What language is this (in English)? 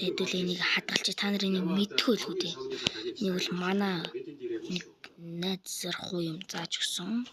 Mongolian